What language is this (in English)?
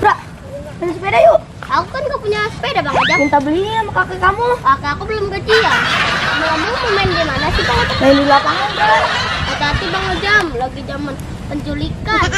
Betawi